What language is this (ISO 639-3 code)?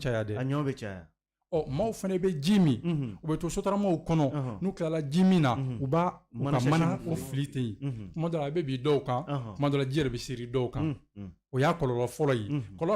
bam